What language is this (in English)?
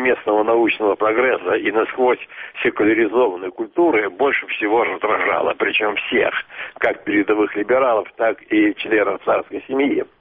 Russian